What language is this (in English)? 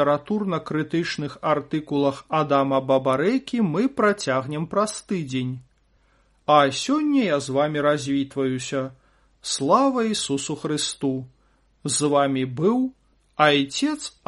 Belarusian